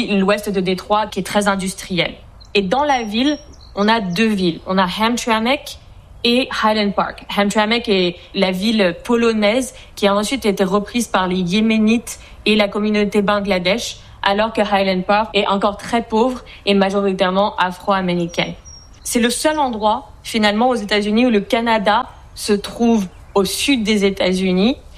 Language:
French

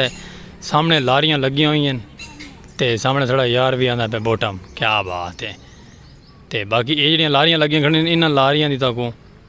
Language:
Saraiki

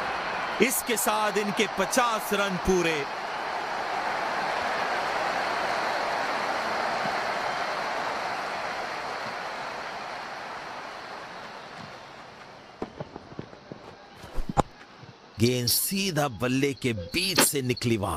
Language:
Hindi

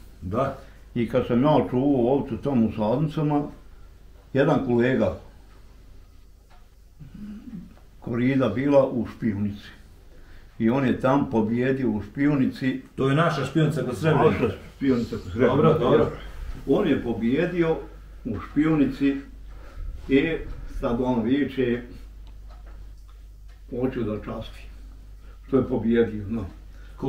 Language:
Bosnian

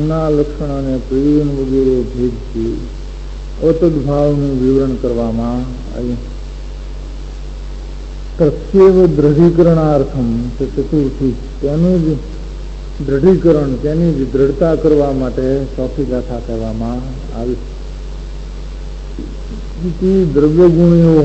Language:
Gujarati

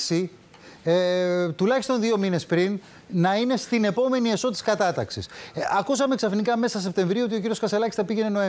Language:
Greek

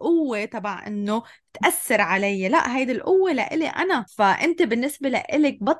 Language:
North Levantine Arabic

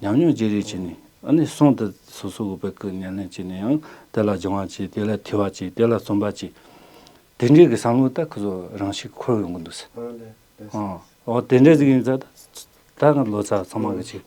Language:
Tibetan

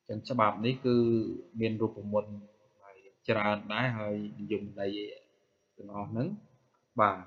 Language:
Khmer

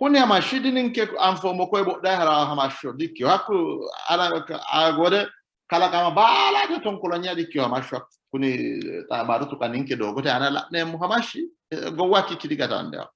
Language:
Sidamo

